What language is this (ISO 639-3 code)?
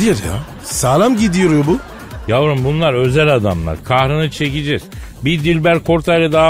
tur